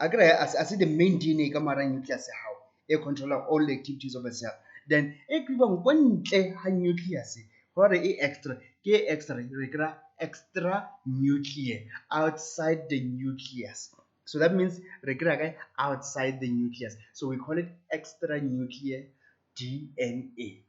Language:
Tswana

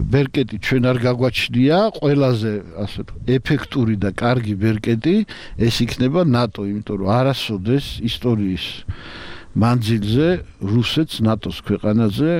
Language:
Georgian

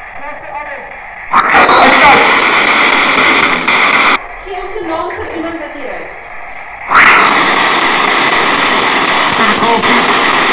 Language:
Afrikaans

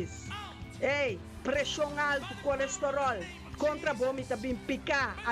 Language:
Papiamento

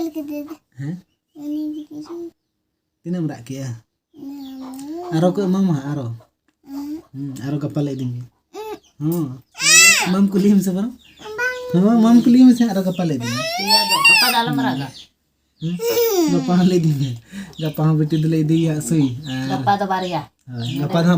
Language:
Santali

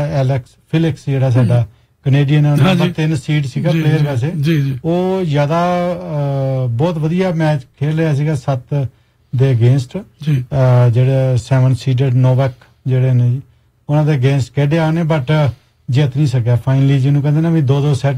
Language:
Punjabi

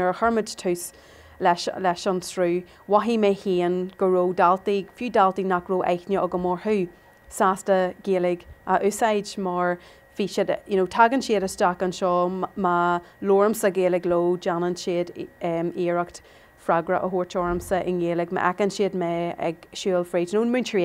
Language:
Irish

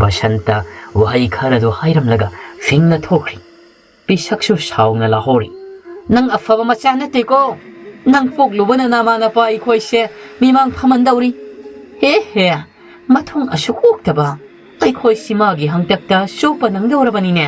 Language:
Manipuri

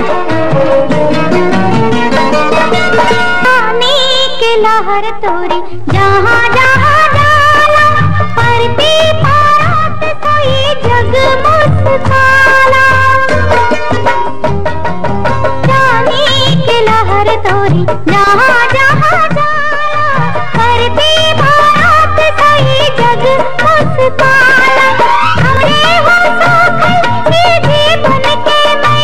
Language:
Bhojpuri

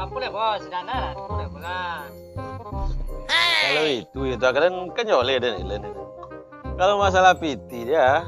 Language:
Minangkabau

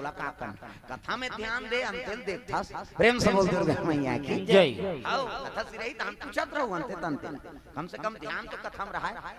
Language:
Chhattisgarhi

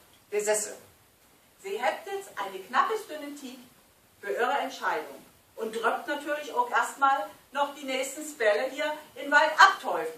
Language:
Low German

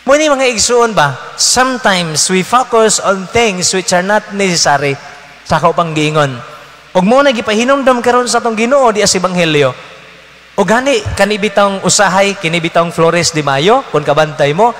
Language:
Cebuano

